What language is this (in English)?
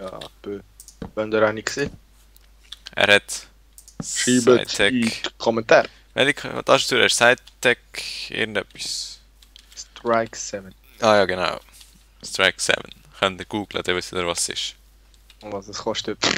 Swiss German